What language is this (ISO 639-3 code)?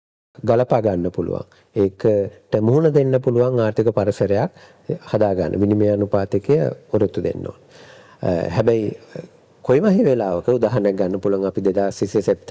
sin